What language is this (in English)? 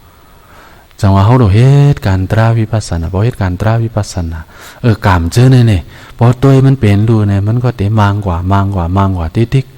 Shan